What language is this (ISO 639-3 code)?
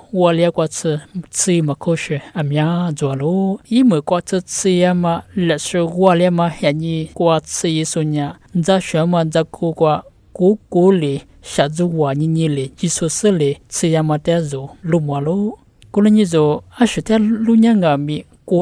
lis